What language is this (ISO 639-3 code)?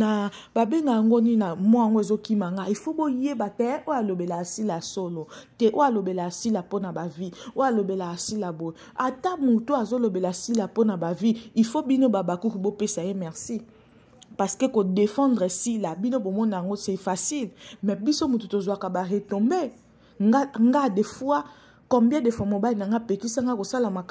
lin